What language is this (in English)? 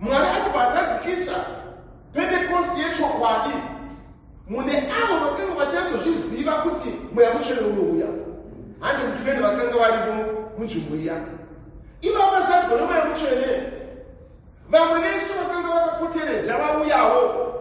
Shona